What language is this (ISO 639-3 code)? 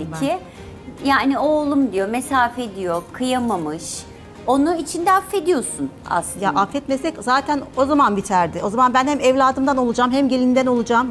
tur